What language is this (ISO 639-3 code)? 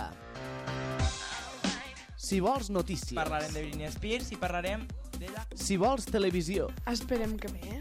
cat